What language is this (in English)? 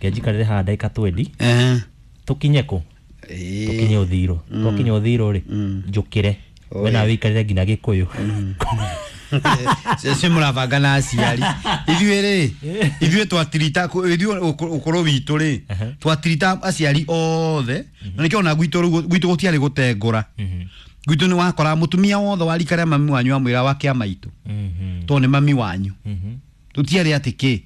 Kikuyu